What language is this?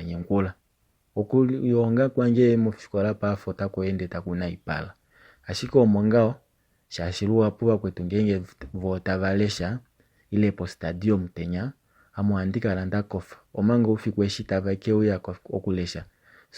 Kuanyama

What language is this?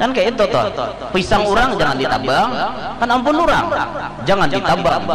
Banjar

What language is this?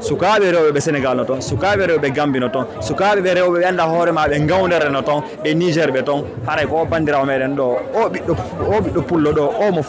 Fula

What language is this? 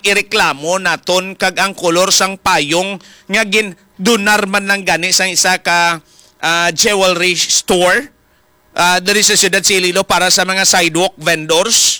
Hiligaynon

